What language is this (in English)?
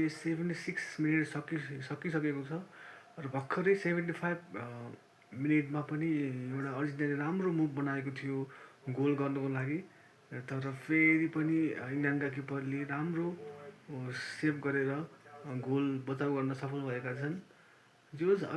Nepali